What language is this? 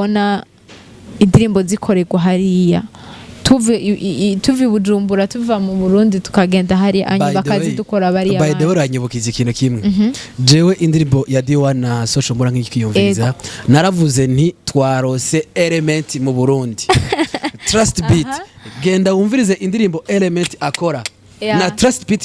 Rundi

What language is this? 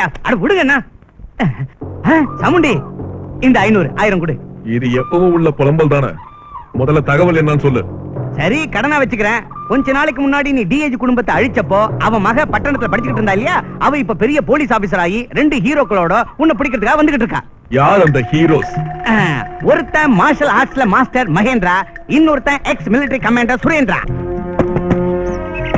Tamil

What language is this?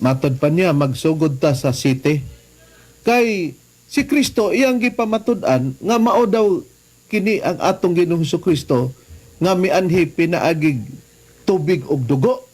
Cebuano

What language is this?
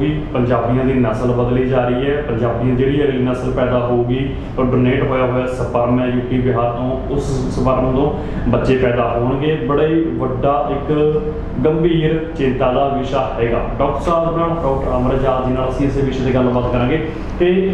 Punjabi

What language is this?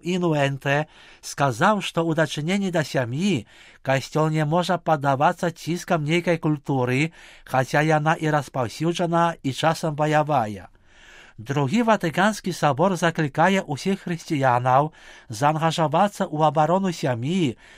Belarusian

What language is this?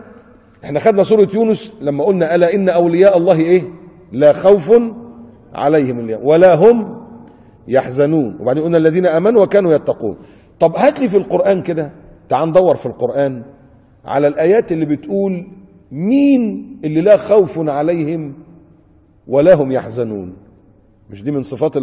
Egyptian Arabic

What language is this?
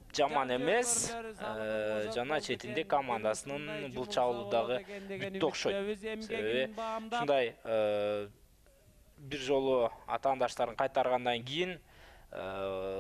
Kyrgyz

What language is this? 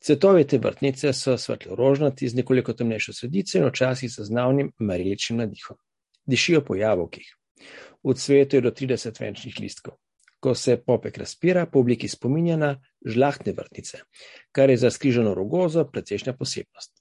Slovenian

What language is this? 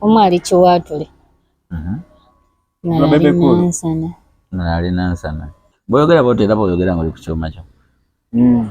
Ganda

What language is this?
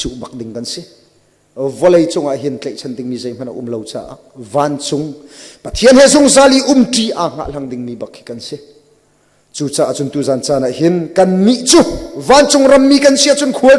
Hakha Chin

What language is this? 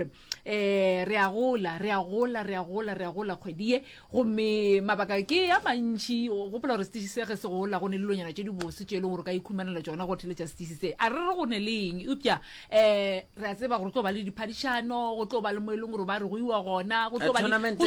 Northern Sotho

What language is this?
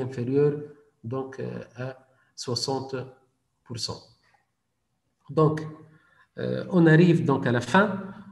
French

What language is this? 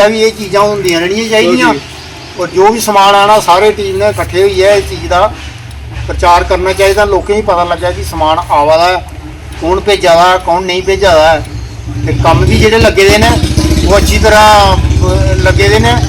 Dogri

